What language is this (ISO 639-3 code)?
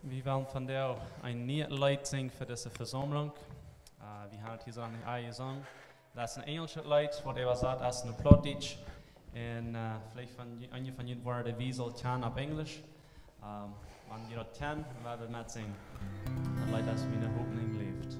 pdt